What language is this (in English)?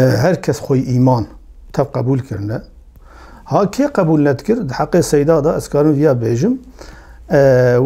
Kurdish